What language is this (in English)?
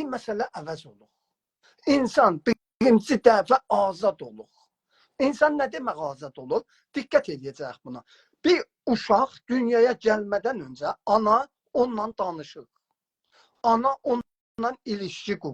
South Azerbaijani